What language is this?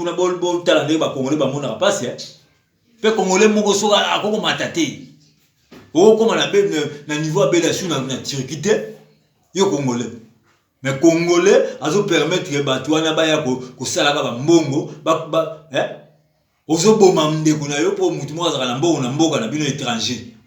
Lingala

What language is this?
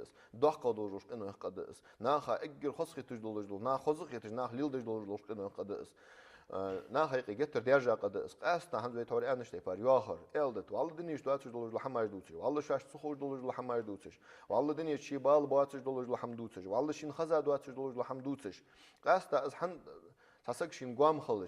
Ingush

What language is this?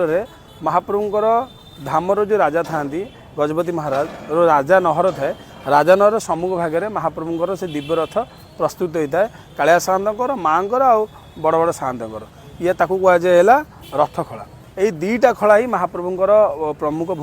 Odia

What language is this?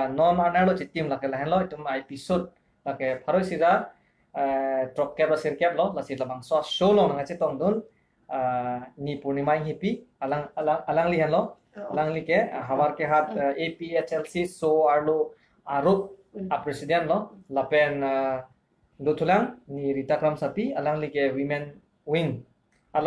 Karbi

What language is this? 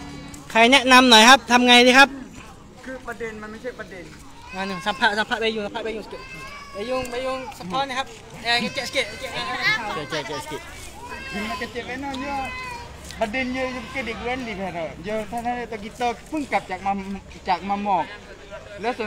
Thai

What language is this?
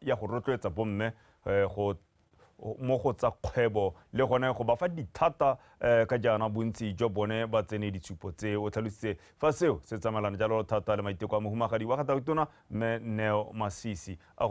Tswana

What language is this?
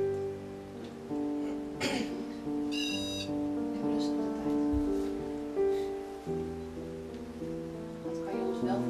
Dutch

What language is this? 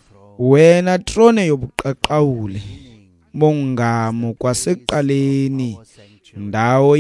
Xhosa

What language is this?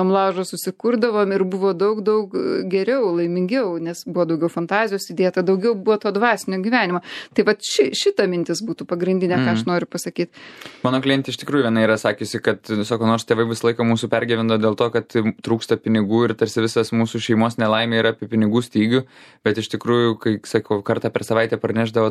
Lithuanian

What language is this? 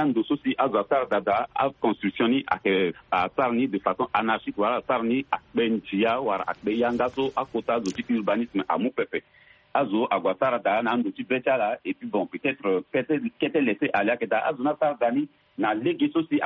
Sango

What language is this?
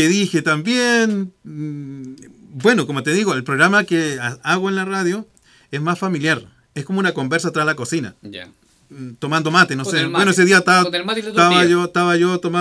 Spanish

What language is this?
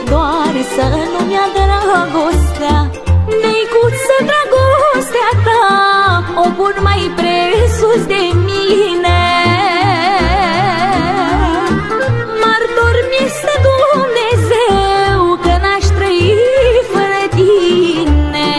Romanian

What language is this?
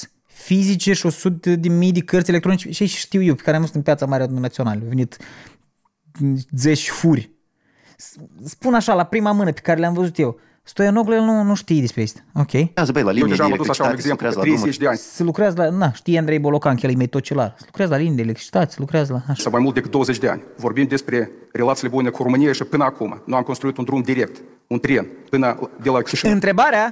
Romanian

